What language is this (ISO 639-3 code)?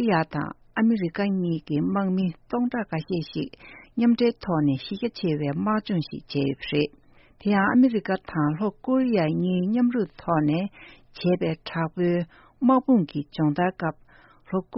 bod